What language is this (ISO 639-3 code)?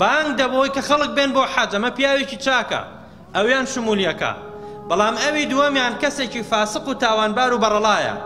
ckb